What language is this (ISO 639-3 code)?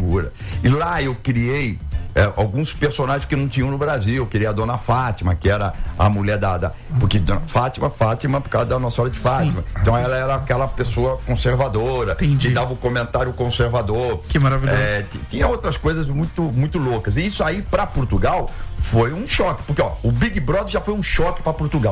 por